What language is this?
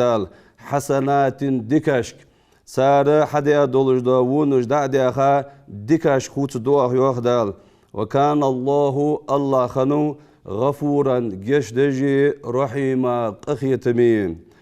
Ingush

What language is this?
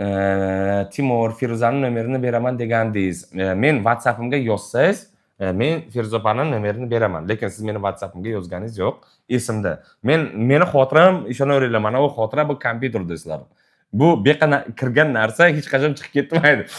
Uzbek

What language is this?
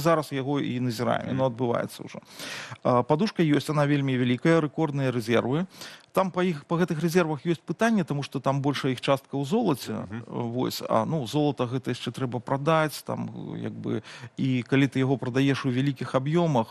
Belarusian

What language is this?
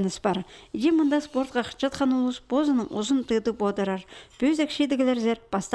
Khakas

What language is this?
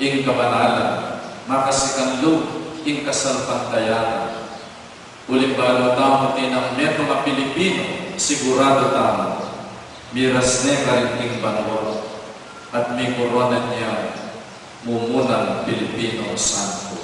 Pampanga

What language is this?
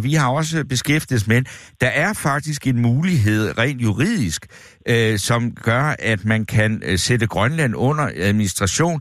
Danish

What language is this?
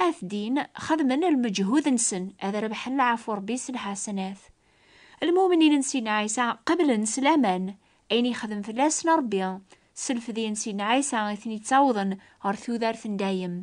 Kabyle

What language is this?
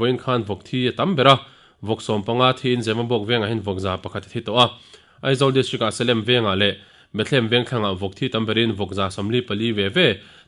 Mizo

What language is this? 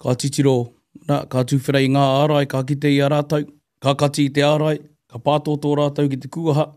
Māori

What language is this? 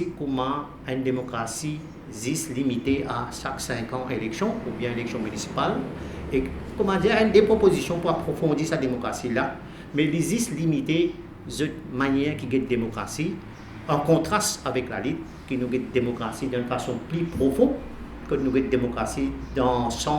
Morisyen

